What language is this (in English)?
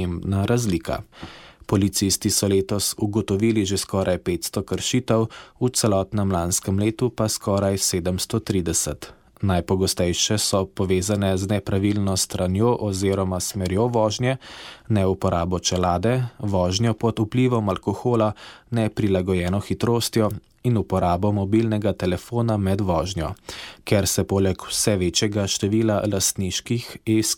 Slovenian